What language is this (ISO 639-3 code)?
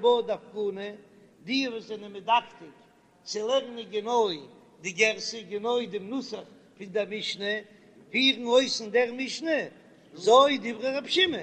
yid